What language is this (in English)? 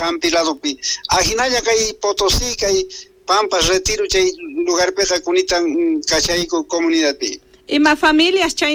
Quechua